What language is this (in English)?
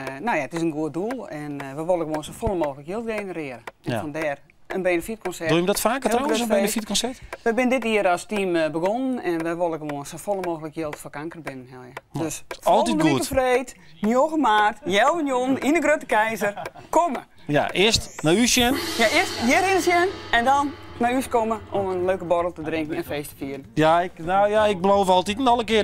Western Frisian